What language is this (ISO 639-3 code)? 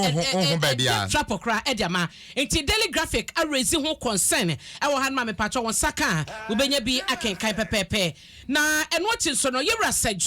aka